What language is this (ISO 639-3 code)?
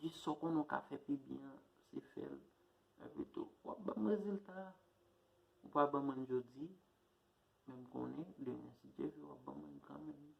hat